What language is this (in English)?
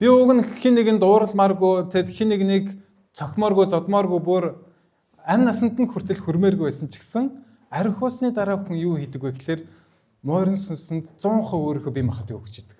Mongolian